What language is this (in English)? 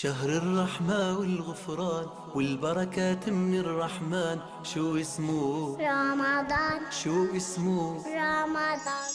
Divehi